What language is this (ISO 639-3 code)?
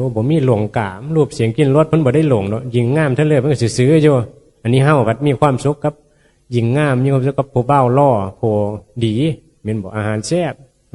tts